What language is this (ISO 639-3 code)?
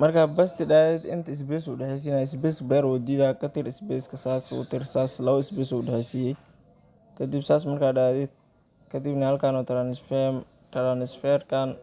som